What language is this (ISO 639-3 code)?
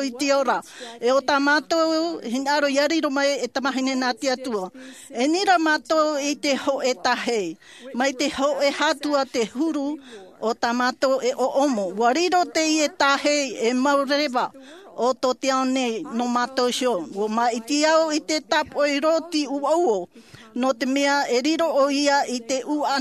tah